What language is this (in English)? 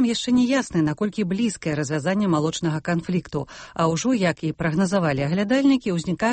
Belarusian